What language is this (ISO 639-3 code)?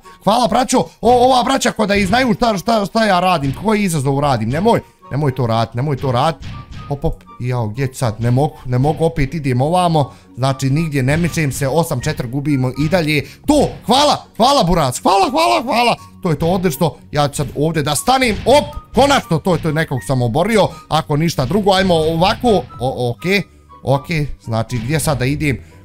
bos